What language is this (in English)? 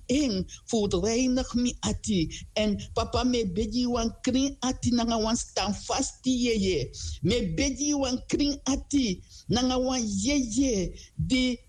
Sranan Tongo